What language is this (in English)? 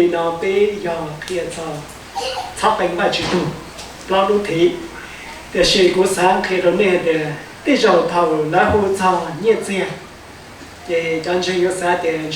Hmong